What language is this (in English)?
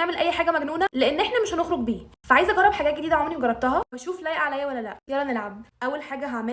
Egyptian Arabic